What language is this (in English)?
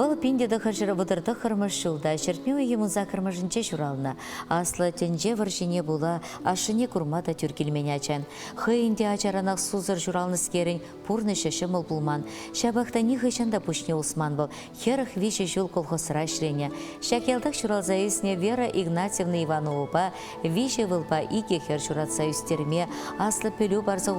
Chuvash